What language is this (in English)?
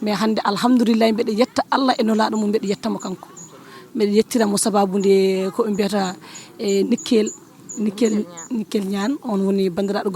Fula